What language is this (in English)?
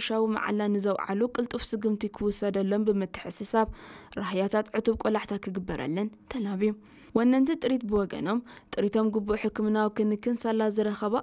Tigrinya